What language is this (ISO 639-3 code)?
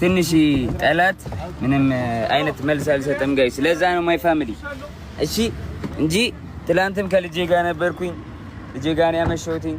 amh